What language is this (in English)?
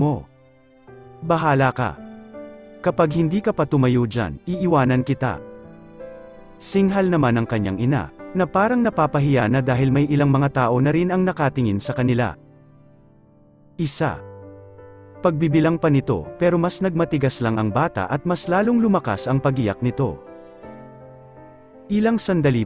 Filipino